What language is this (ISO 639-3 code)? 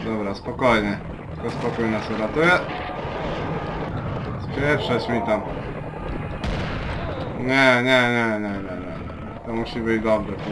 pol